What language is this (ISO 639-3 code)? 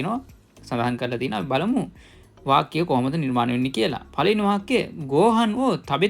sin